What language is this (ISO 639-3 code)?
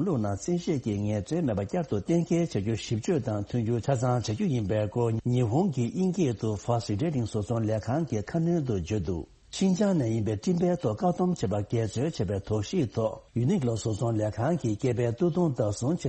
bod